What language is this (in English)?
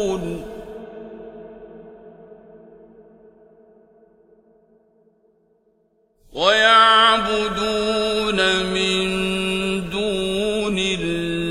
Arabic